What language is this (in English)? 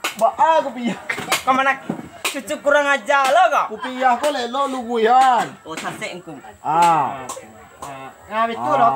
Minangkabau